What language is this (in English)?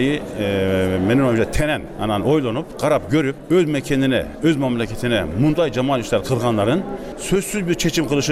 Kyrgyz